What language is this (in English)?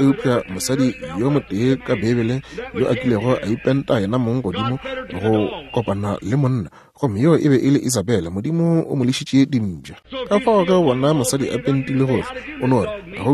Northern Sotho